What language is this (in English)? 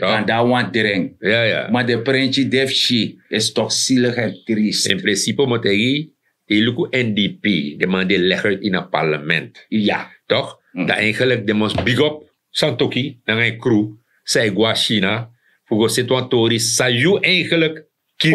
Sranan Tongo